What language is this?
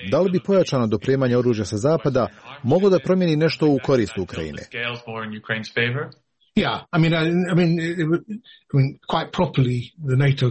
Serbian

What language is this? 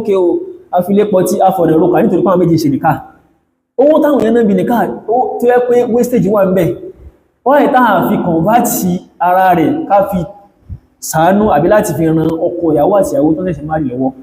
Yoruba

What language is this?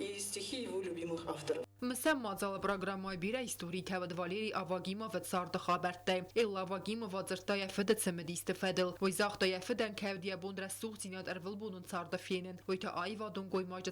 Ossetic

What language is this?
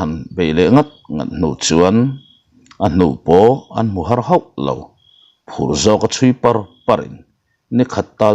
Mizo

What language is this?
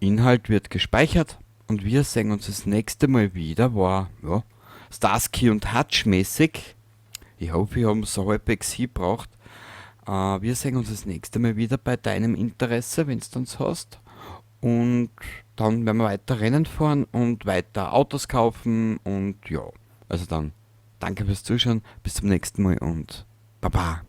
Bavarian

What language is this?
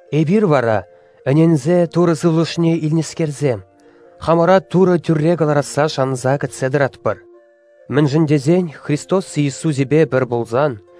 Chuvash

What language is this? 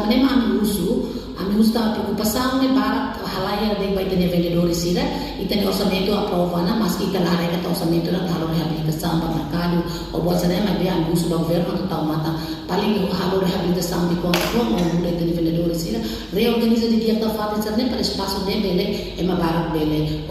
Tetum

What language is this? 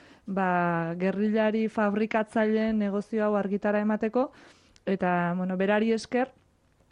Basque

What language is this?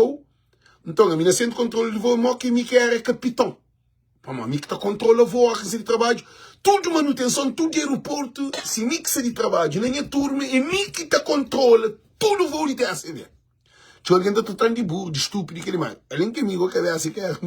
Kabuverdianu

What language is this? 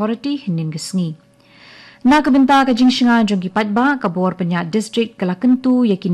Khasi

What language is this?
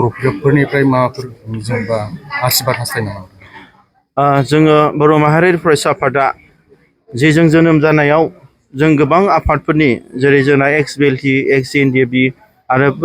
Bodo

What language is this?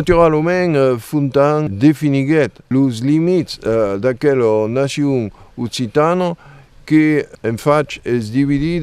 Occitan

